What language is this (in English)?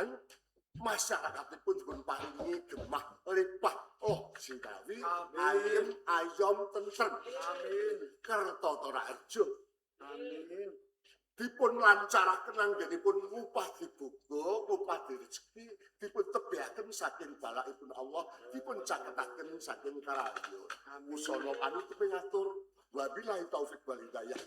Javanese